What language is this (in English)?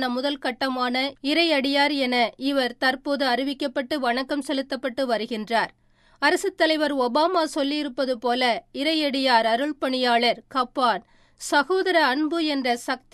Tamil